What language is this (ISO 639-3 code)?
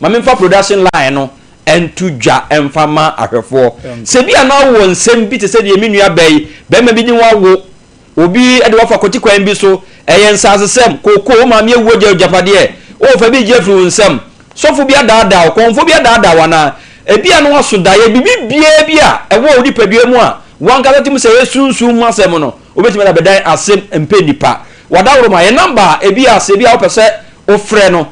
aka